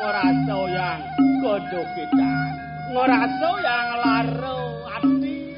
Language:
Balinese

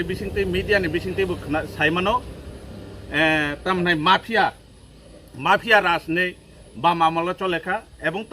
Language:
Kok Borok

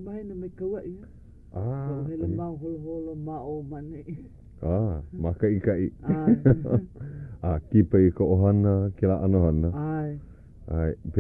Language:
Hawaiian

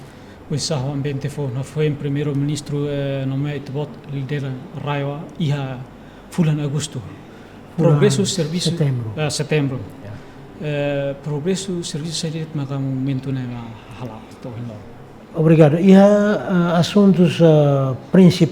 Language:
Tetum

